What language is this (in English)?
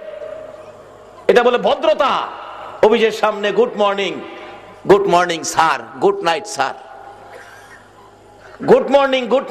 Bangla